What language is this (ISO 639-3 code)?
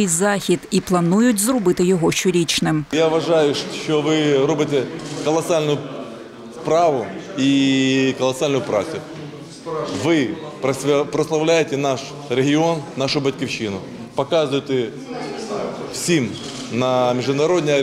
ukr